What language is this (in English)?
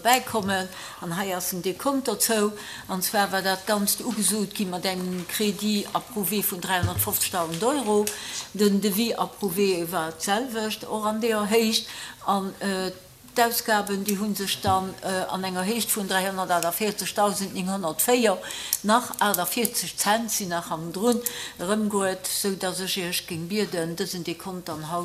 Luxembourgish